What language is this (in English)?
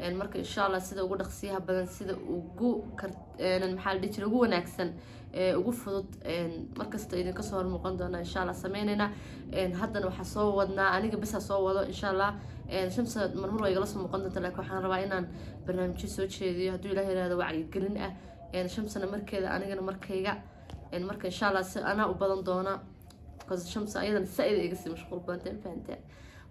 Somali